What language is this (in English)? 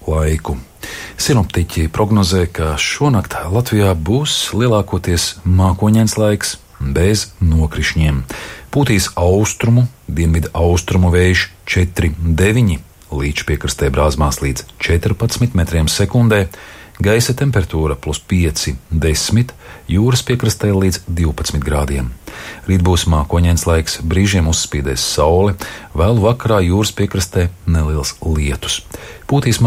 Latvian